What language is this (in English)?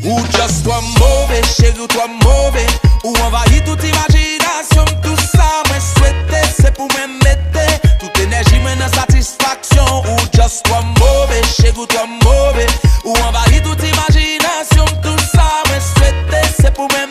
Haitian Creole